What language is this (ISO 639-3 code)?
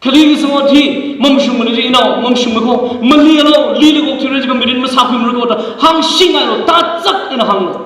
nmf